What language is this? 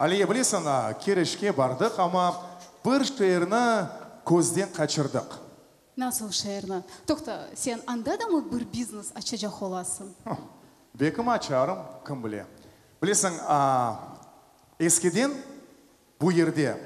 Crimean Tatar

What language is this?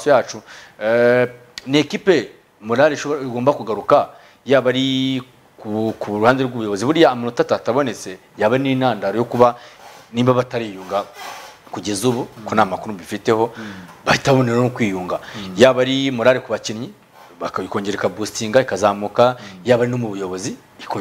Kinyarwanda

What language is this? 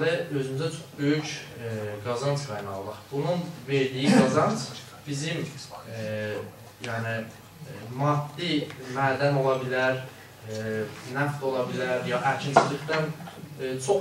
South Azerbaijani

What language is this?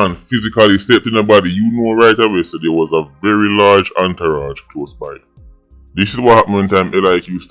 Jamaican Creole English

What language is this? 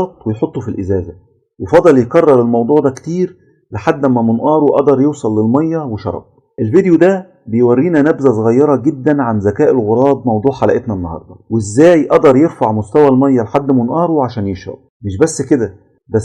Egyptian Arabic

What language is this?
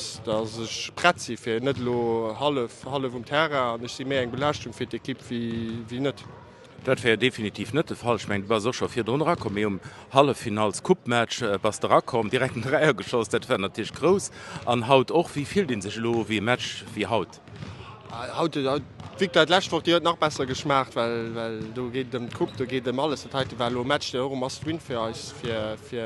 Luxembourgish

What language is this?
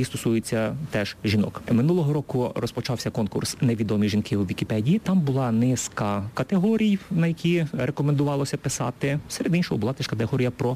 Ukrainian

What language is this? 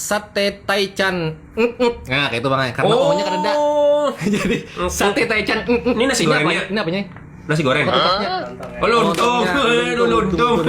Banjar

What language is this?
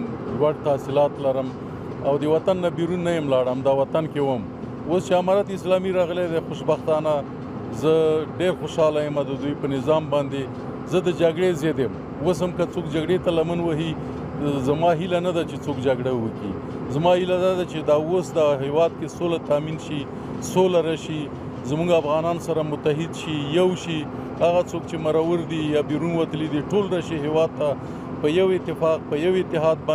Pashto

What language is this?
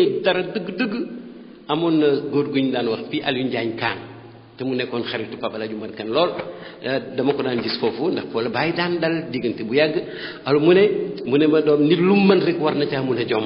Wolof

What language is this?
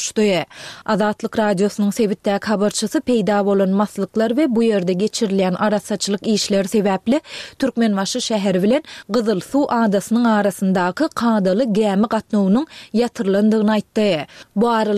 Turkmen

